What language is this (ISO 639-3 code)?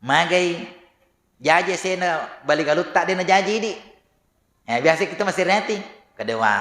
bug